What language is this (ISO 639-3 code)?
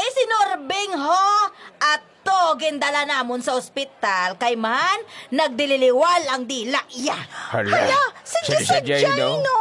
hil